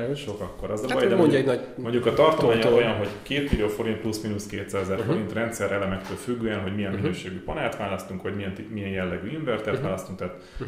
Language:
Hungarian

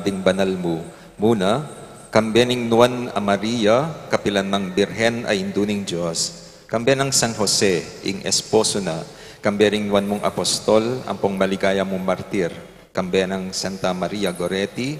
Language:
Pampanga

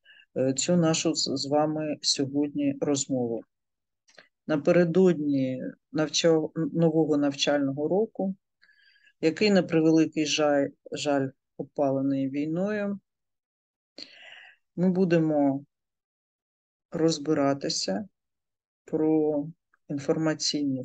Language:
Ukrainian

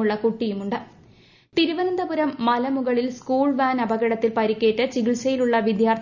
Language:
Malayalam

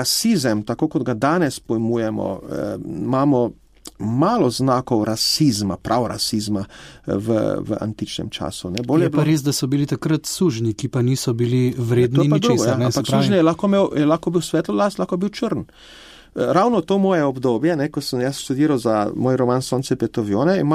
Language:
Slovenian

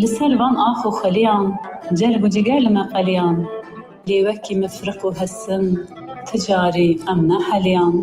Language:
Kurdish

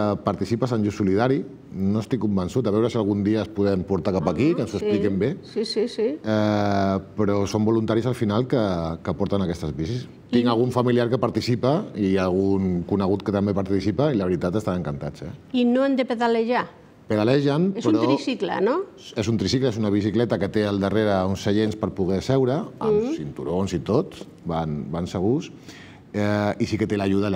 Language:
Catalan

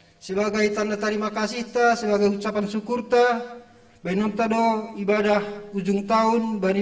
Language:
Batak Simalungun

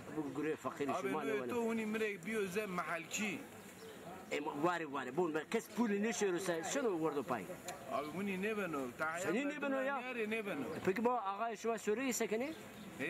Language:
Zaza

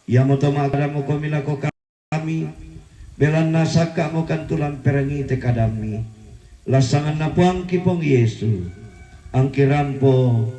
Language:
Toraja-Sa'dan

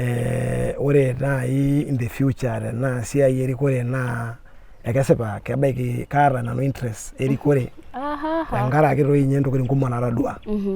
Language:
Masai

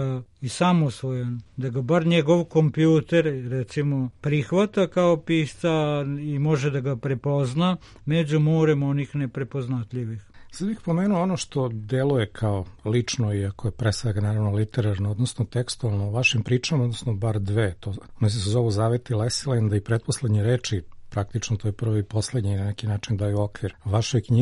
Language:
Serbian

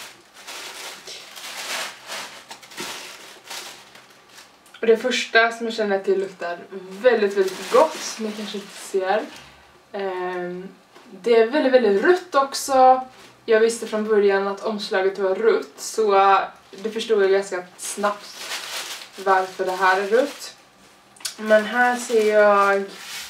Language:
Swedish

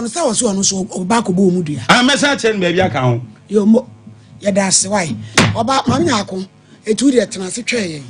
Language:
Akan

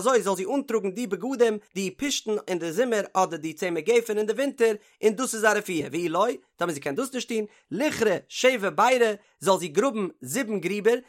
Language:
Yiddish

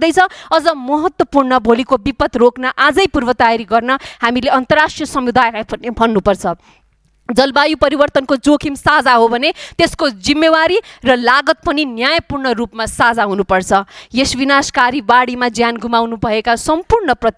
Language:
Nepali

